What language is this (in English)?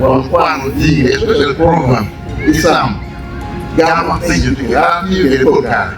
Acoli